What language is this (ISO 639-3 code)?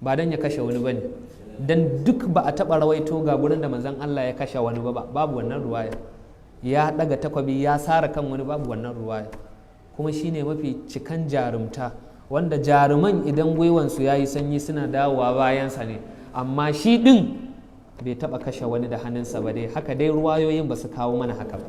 hau